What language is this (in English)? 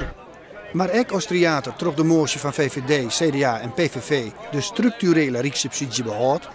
Western Frisian